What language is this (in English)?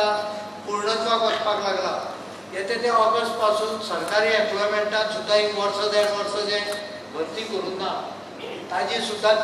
Konkani